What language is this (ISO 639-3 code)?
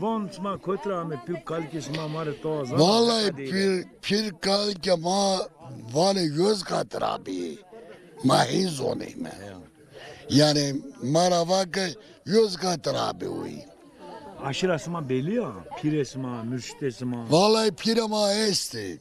zza